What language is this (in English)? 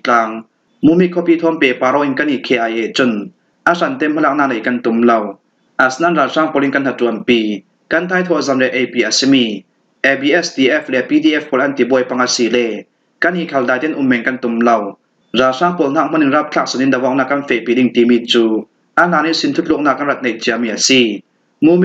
Falam Chin